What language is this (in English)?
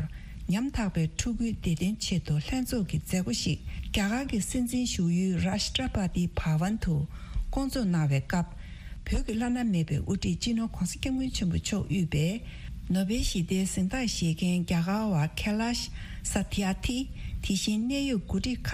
Tibetan